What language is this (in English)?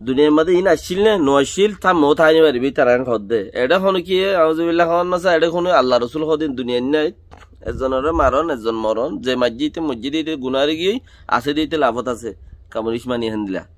Rohingya